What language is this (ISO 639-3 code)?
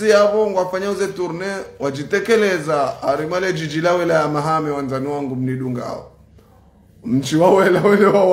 zdj